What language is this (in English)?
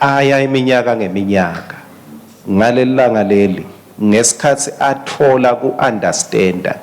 Swati